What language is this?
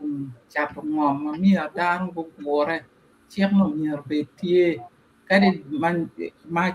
Acoli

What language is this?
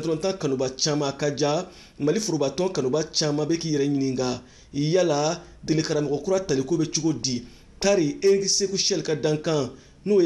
Bambara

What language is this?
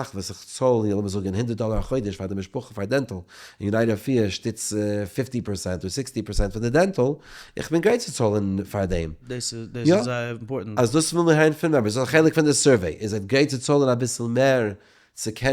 Yiddish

